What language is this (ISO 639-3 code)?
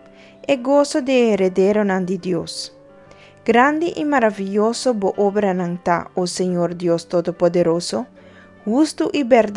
pap